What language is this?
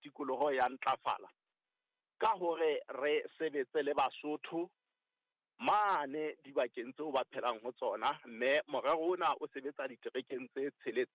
Southern Sotho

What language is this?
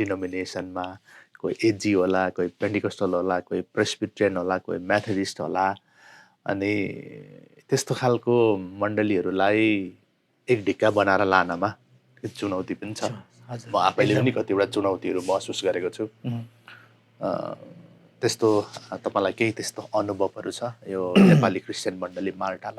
Nepali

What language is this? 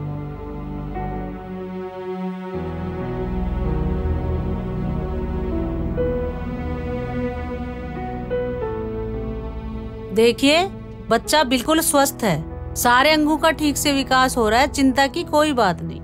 Hindi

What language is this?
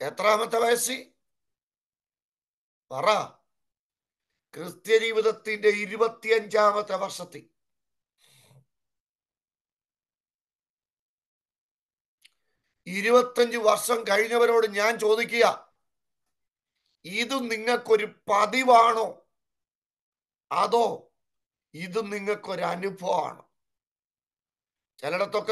Malayalam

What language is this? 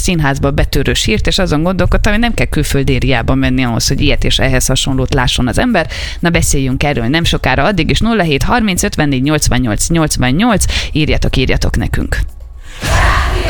Hungarian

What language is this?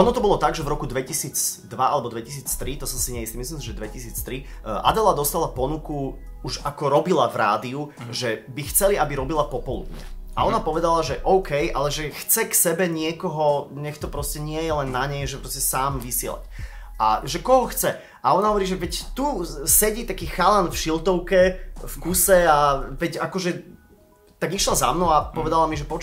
Slovak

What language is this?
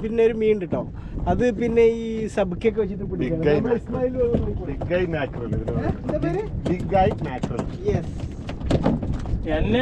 Malayalam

